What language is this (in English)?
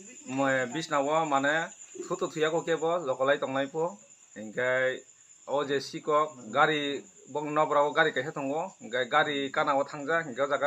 Kok Borok